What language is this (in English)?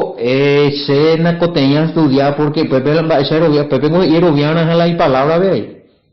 Guarani